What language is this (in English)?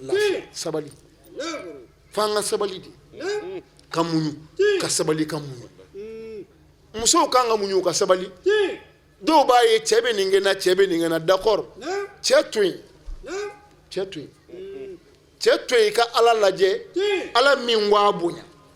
Bambara